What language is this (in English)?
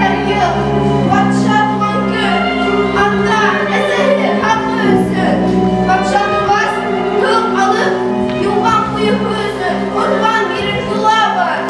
Bashkir